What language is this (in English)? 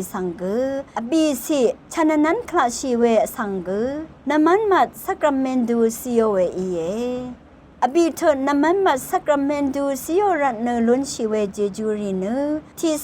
Rawang